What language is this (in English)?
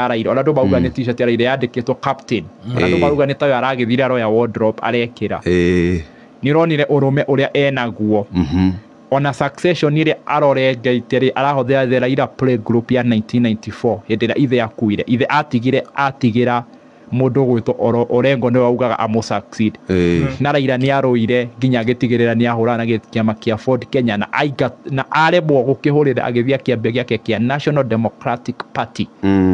Kikuyu